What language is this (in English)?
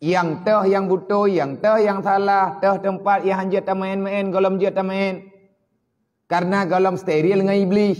Achinese